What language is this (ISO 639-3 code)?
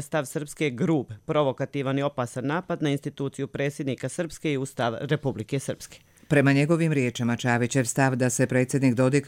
hrv